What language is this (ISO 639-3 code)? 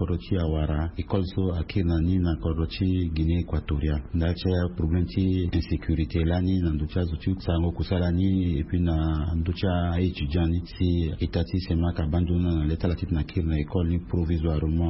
sag